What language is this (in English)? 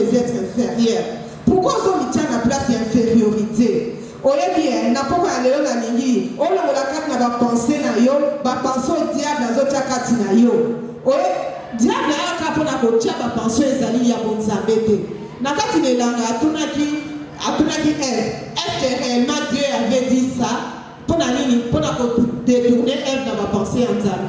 Lingala